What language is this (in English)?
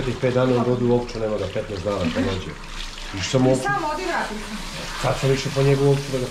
Croatian